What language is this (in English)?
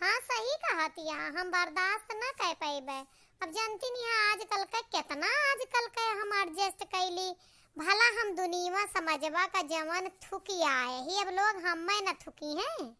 Awadhi